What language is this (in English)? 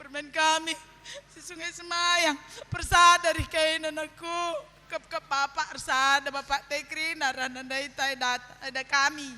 Batak Karo